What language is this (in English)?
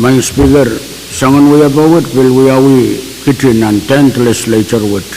Pohnpeian